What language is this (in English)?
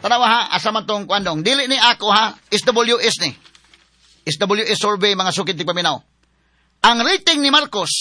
Cebuano